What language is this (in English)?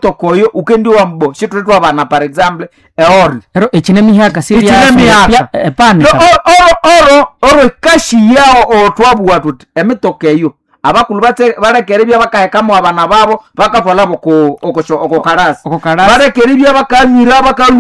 Nande